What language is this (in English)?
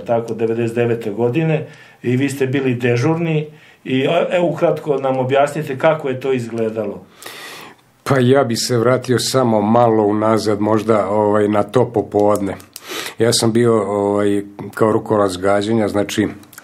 Serbian